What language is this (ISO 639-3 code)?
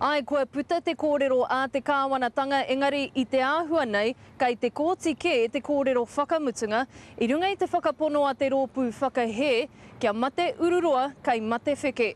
mri